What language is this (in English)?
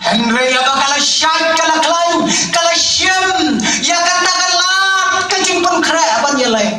Khasi